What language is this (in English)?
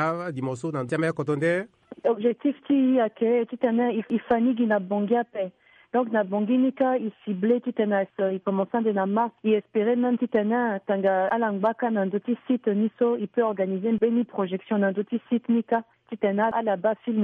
Sango